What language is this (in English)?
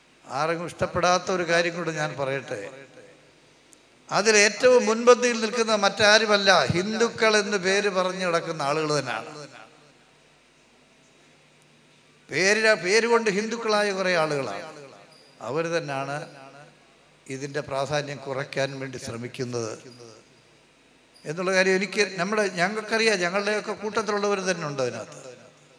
Malayalam